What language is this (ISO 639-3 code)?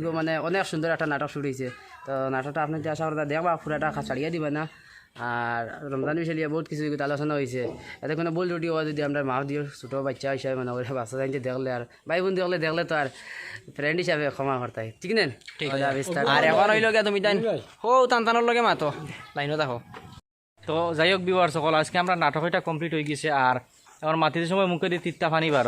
syl